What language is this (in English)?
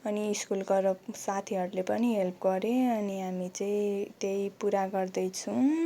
Nepali